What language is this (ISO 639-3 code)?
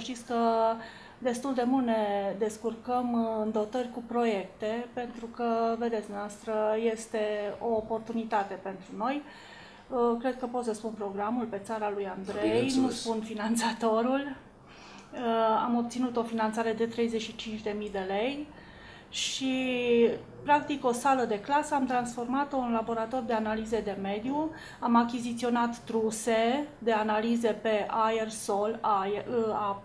ron